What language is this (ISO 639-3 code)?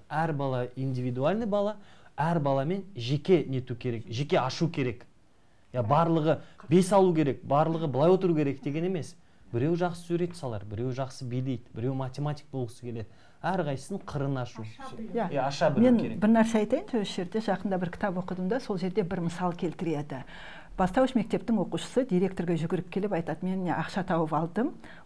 kaz